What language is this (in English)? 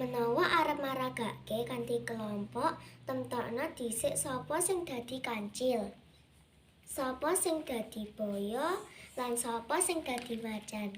Javanese